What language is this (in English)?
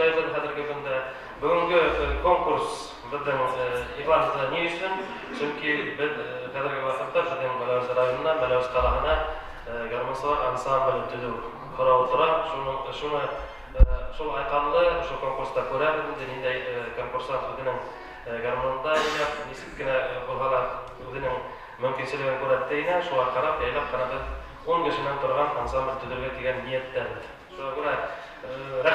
Bashkir